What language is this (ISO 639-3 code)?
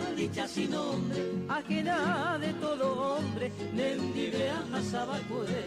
grn